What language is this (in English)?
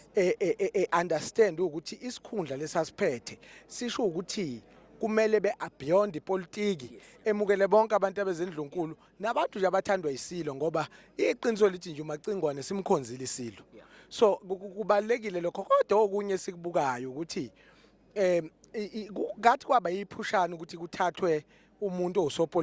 Zulu